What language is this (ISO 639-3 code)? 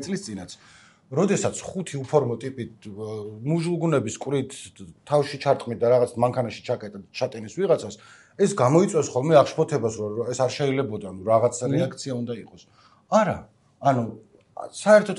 kat